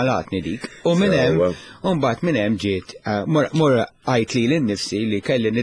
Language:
Maltese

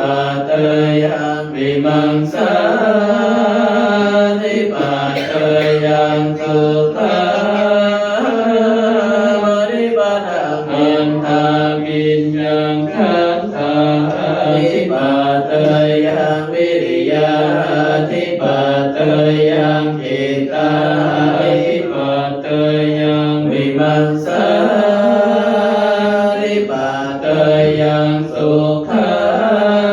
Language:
Pali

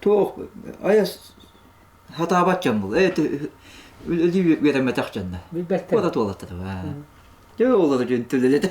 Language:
Yakut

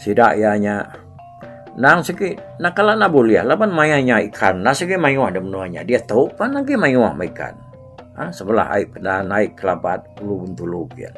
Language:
Iban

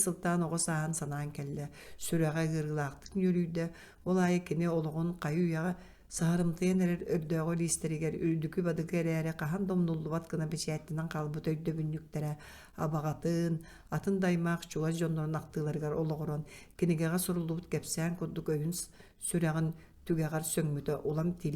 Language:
Yakut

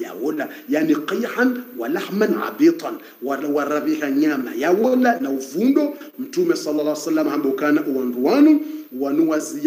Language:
Swahili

